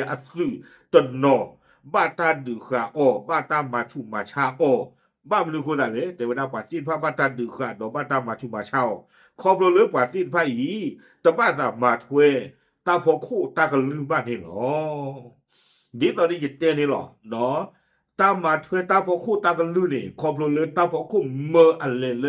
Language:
S'gaw Karen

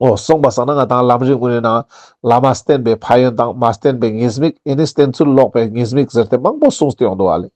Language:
Ladakhi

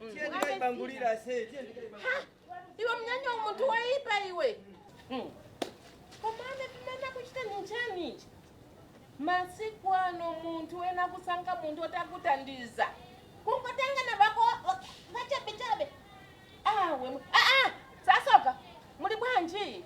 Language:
Nyanja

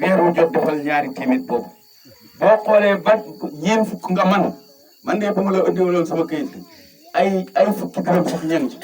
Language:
Wolof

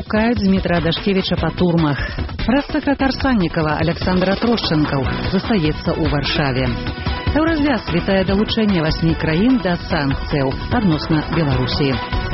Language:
Belarusian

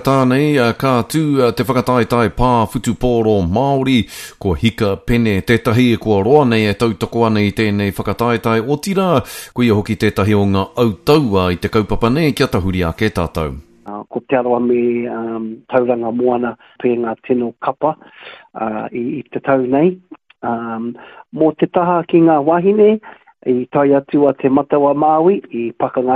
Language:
Māori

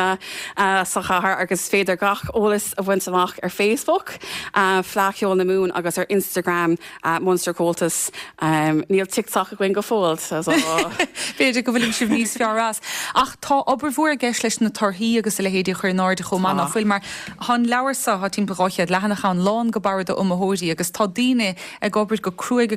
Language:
Irish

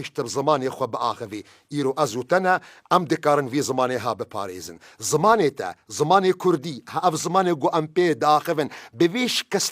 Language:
Kurdish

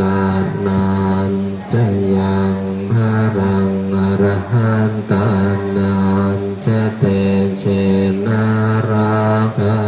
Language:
Pali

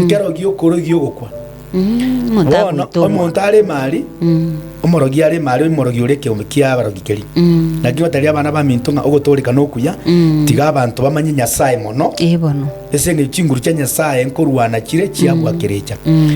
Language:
Gusii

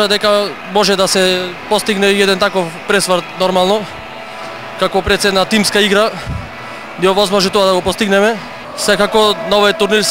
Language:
Macedonian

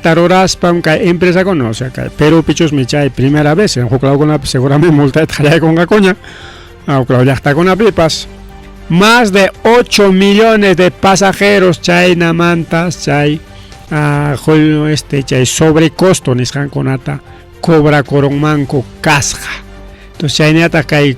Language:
Ayacucho Quechua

